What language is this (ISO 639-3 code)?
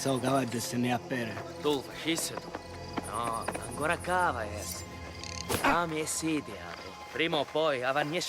scn